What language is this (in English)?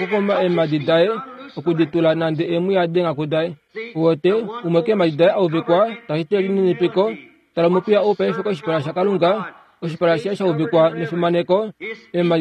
Kuanyama